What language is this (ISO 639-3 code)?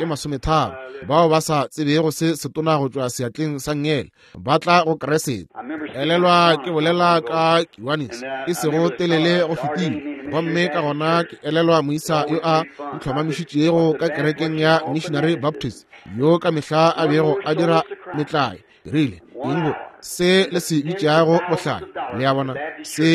nso